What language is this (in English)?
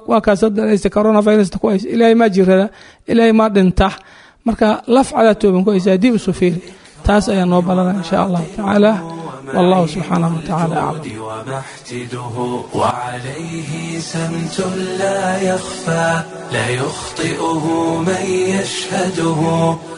Somali